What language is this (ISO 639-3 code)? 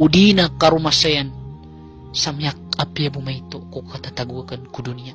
mrw